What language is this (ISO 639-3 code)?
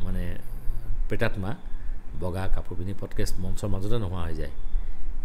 asm